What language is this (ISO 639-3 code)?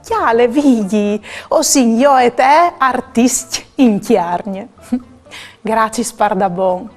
fur